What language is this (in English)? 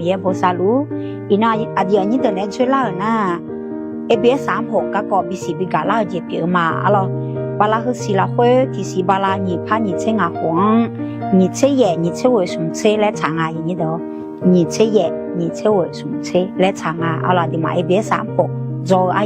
Akha